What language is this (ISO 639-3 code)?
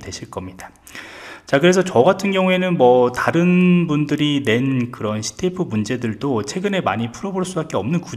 kor